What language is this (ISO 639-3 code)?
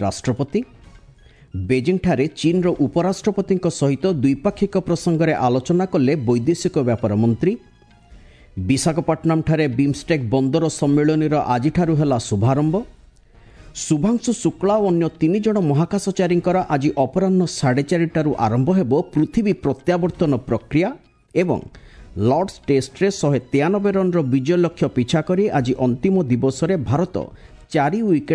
ori